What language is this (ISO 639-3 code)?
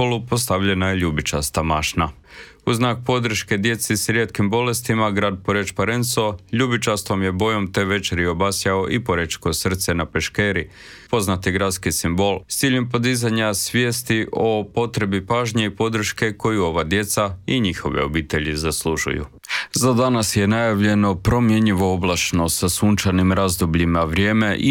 hrv